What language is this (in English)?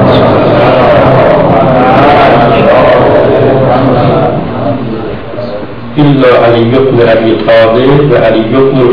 Persian